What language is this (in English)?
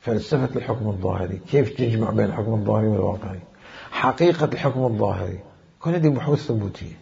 Mesopotamian Arabic